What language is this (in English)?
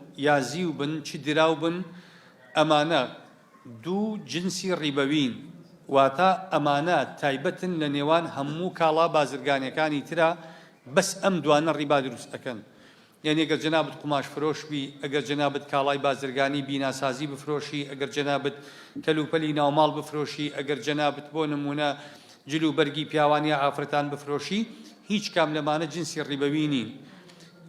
Central Kurdish